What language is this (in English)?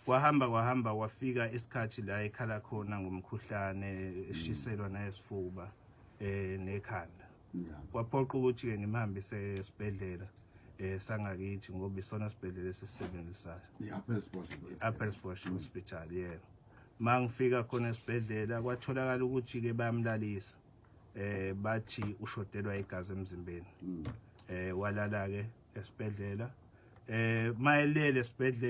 Zulu